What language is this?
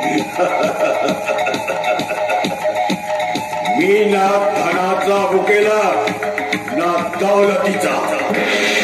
Marathi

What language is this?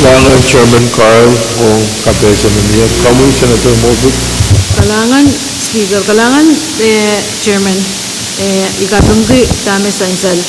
Pohnpeian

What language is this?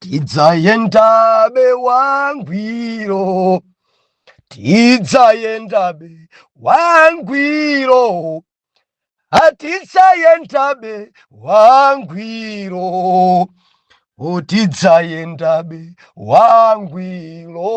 Nyanja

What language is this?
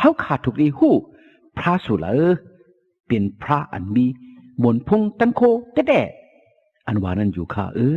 Shan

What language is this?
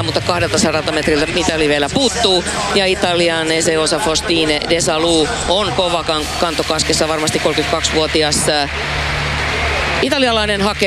Finnish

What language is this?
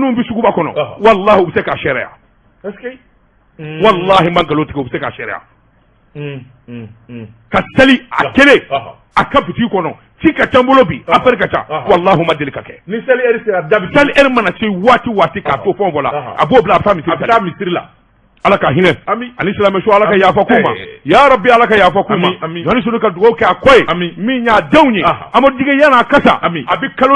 Bambara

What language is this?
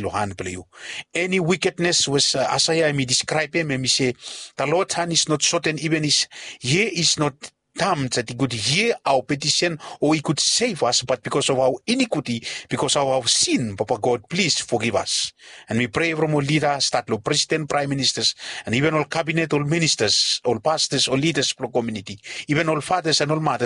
Bislama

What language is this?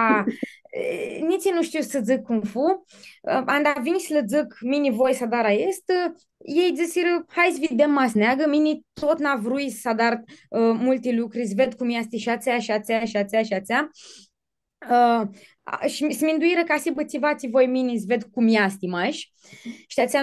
Aromanian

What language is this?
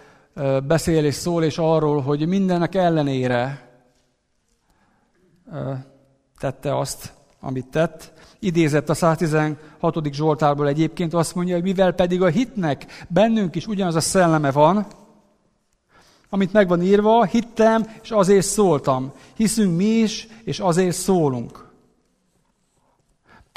Hungarian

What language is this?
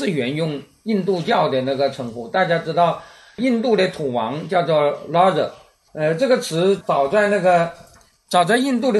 Chinese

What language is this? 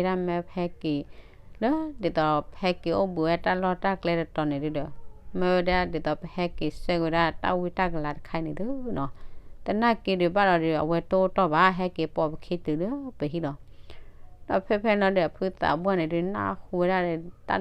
S'gaw Karen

